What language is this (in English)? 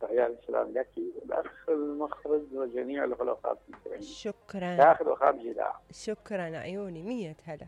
Mesopotamian Arabic